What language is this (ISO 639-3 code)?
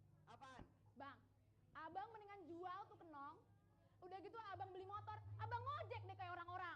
bew